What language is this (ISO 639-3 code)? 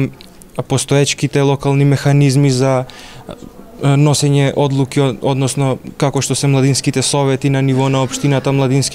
mkd